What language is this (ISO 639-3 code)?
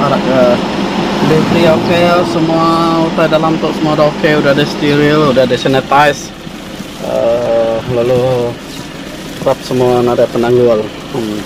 iba